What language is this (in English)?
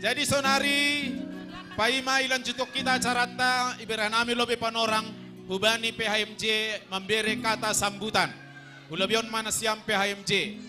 Batak Simalungun